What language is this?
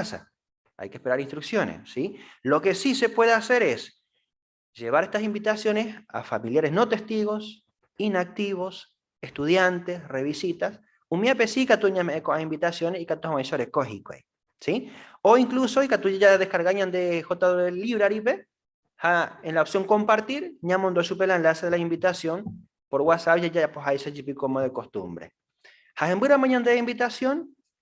Guarani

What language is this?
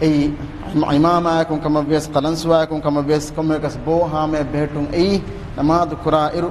Divehi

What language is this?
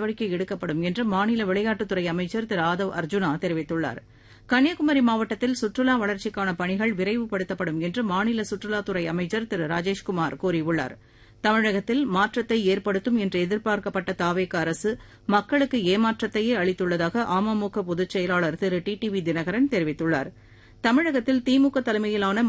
Tamil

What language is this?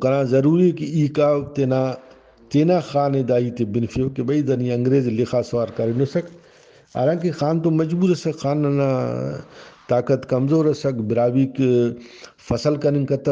Brahui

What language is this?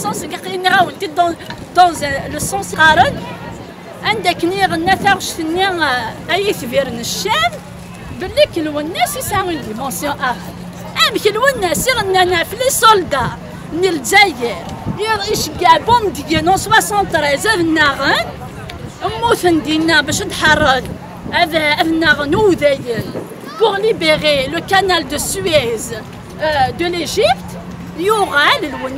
Kabyle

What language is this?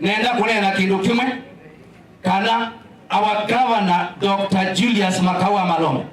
Kamba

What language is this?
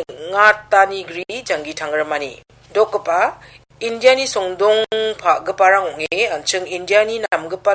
Garo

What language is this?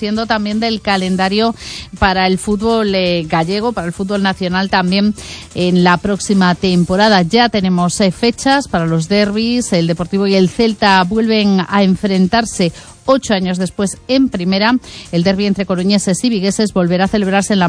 Spanish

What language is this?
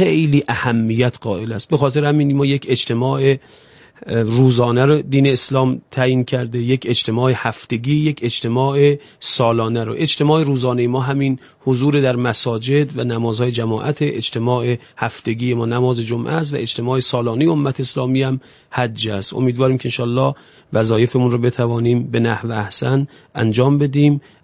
Persian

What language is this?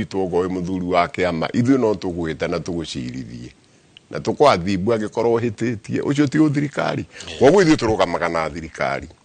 Kikuyu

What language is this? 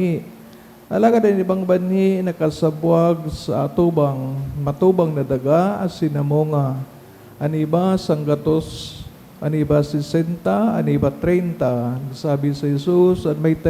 Bikol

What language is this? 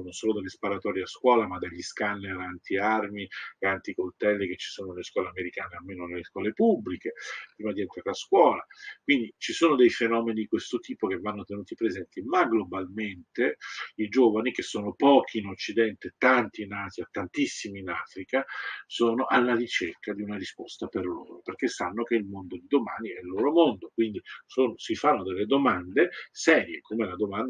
Italian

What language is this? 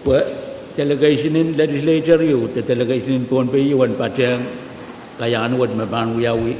Pohnpeian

